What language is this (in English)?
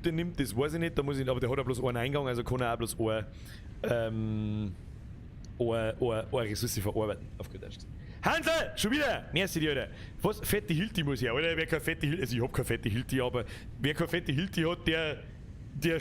Bavarian